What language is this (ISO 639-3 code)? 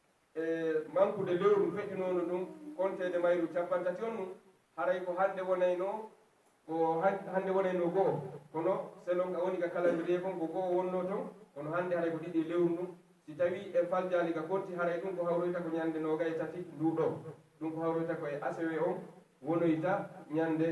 ful